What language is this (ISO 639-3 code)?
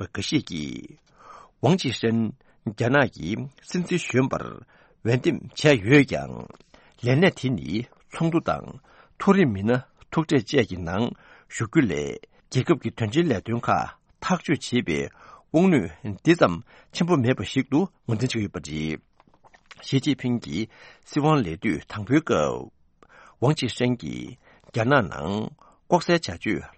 bod